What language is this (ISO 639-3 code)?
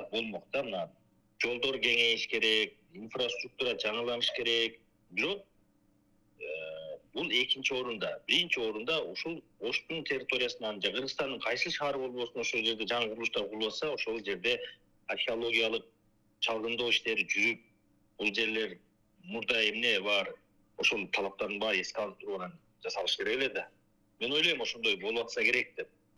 kir